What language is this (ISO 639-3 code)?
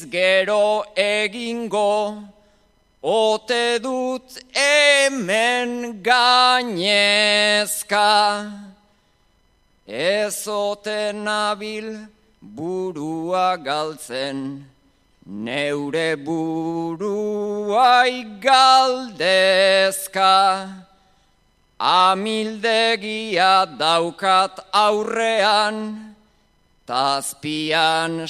eus